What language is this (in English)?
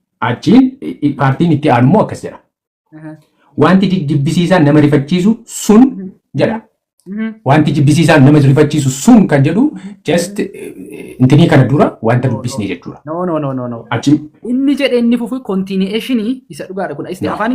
Oromo